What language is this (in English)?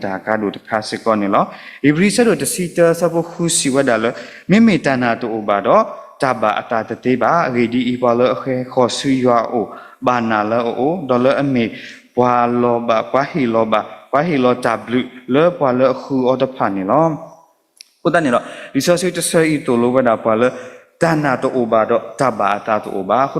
S'gaw Karen